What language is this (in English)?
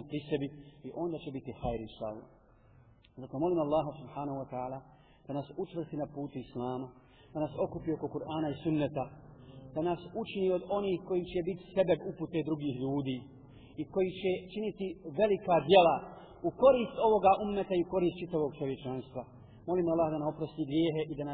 Bosnian